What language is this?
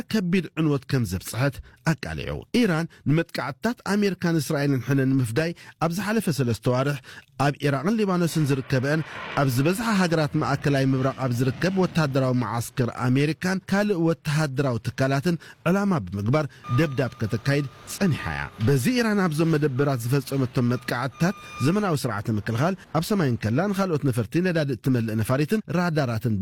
Tigrinya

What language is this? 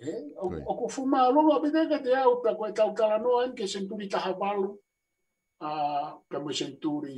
Tongan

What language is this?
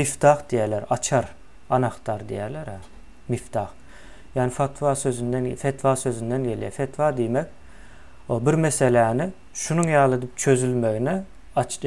Turkmen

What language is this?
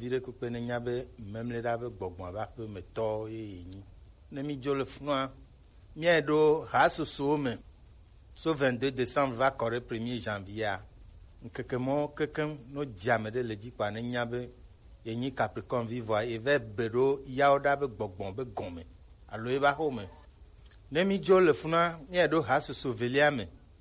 Gen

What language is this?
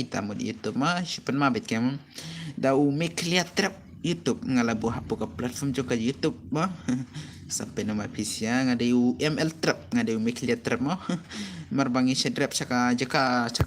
Khasi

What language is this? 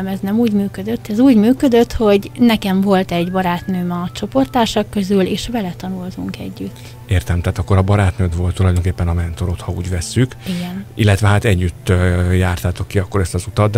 Hungarian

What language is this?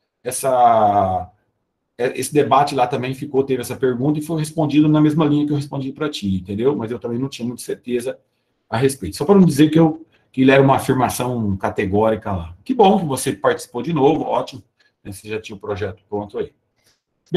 Portuguese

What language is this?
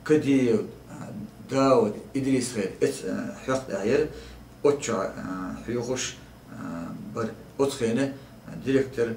Chechen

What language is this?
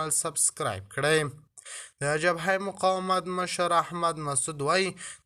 Pashto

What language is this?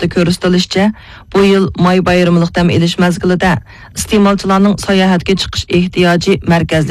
Uyghur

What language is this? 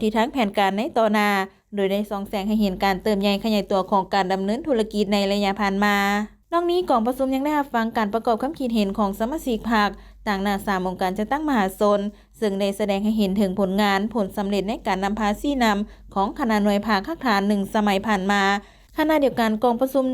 Lao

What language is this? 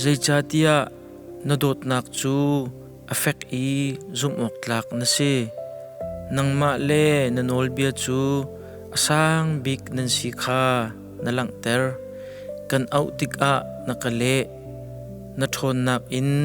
Hakha Chin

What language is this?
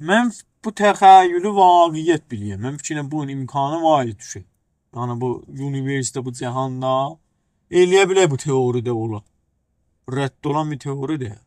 South Azerbaijani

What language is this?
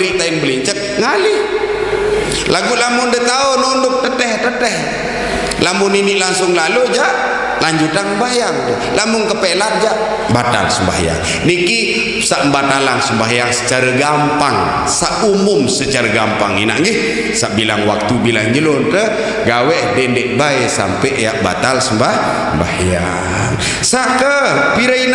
Sasak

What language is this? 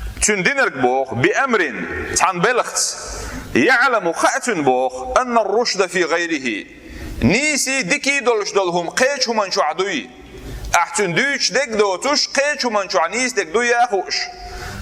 Chechen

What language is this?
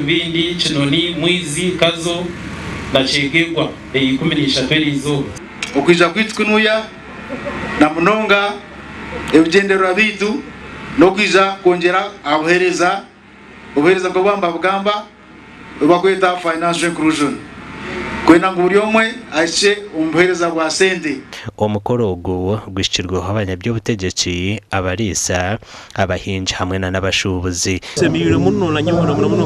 Nyankole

